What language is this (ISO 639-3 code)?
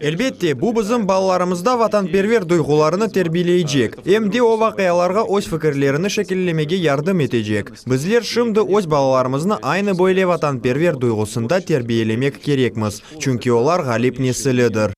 crh